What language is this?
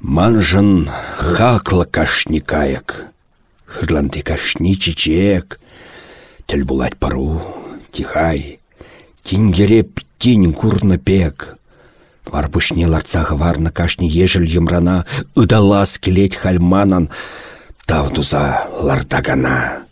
Chuvash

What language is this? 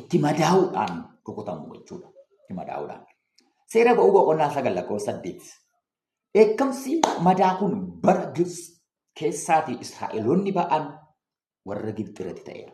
Oromo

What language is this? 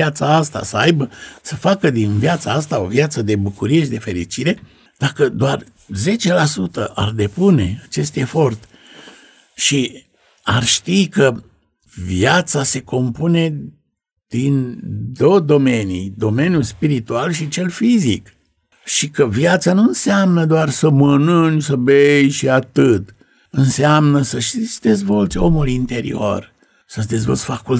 Romanian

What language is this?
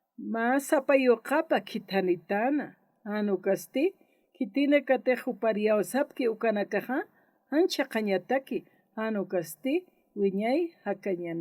Aymara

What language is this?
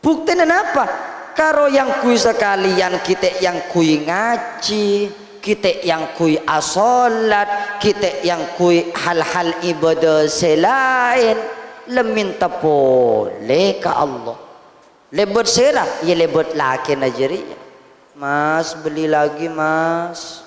Madurese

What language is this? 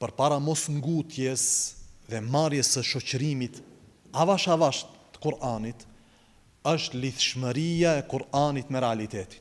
Albanian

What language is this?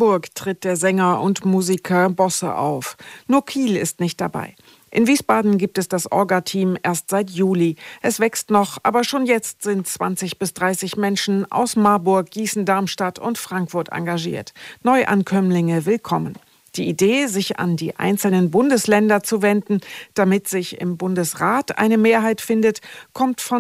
German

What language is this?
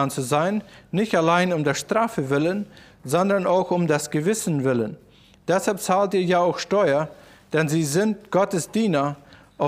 German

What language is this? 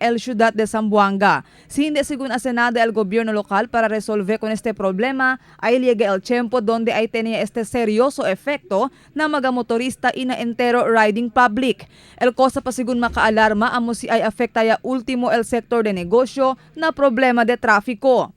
Chavacano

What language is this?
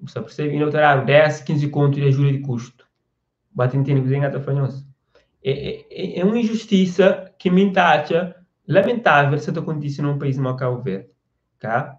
Kabuverdianu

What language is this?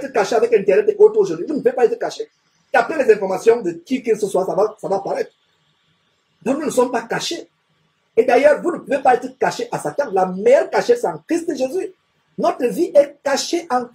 French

